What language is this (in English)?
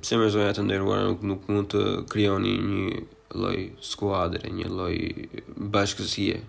Albanian